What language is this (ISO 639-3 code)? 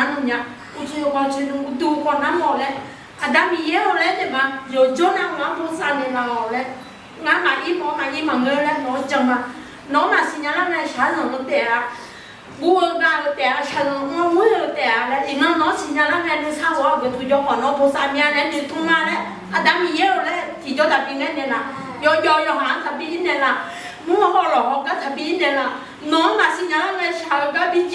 ahk